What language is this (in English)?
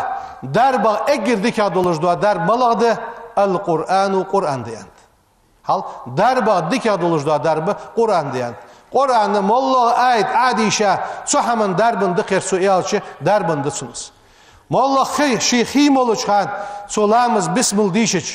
Ingush